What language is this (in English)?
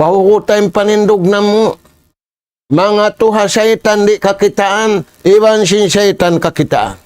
Tausug